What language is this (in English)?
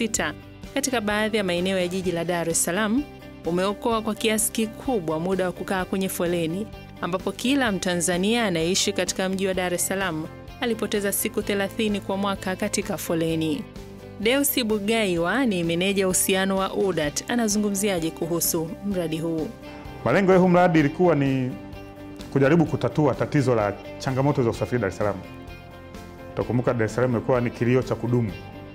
Swahili